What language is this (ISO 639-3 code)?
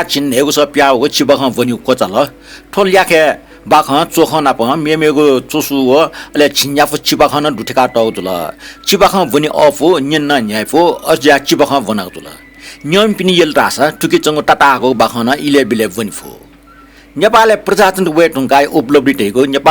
new